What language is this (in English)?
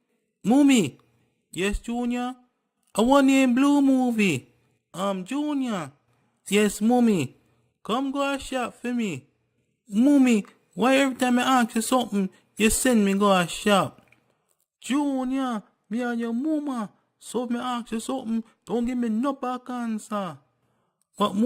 Jamaican Creole English